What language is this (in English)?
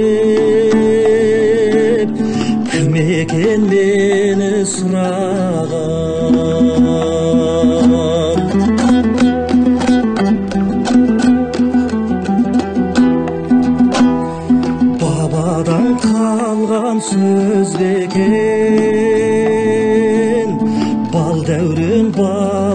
Kazakh